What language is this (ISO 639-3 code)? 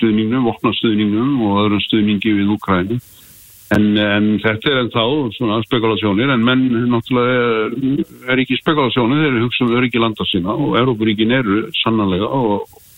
isl